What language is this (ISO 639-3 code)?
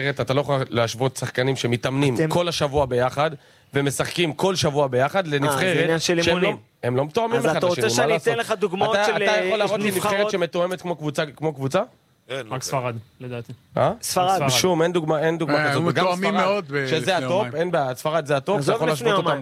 heb